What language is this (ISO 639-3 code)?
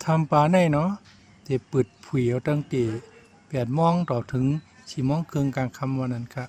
shn